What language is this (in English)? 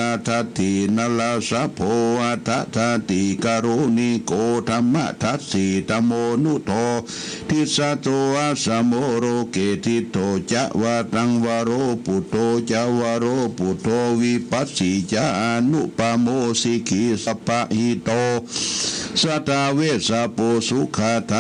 Pali